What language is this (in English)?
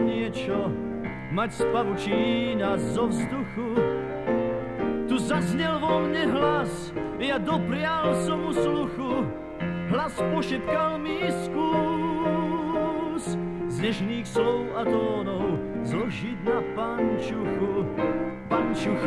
Slovak